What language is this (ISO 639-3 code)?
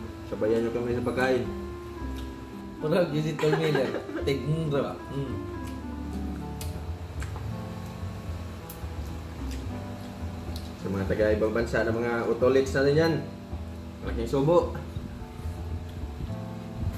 fil